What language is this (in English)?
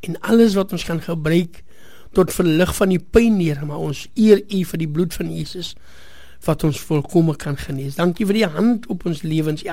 Afrikaans